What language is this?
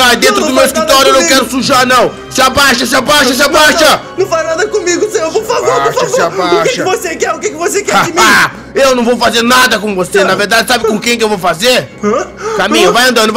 Portuguese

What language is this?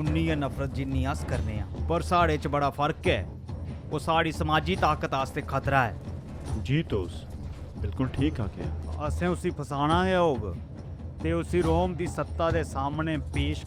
Dogri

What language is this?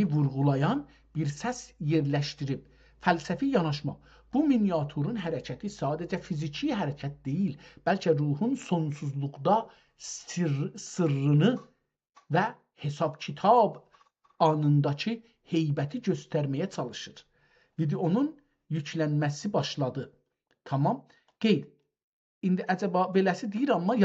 South Azerbaijani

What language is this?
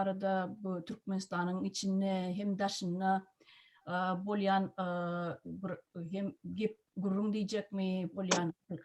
Turkmen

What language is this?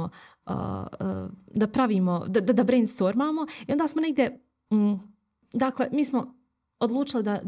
Bosnian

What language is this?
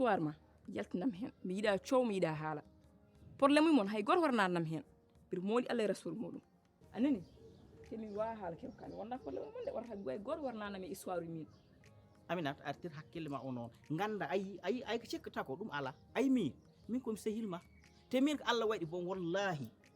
Fula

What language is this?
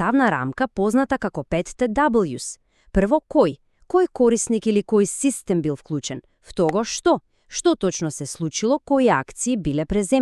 Macedonian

